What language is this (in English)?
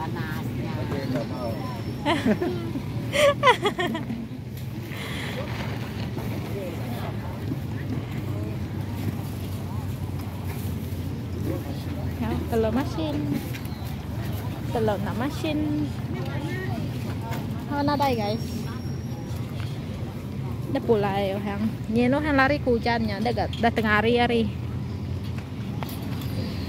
Malay